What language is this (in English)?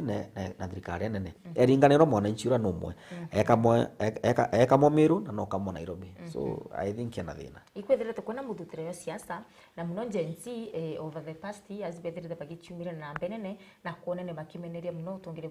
Meru